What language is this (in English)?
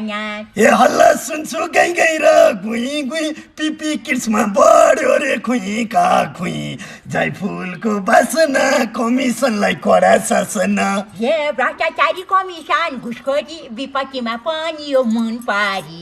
Nepali